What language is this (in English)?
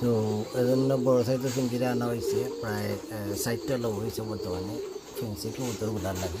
Sylheti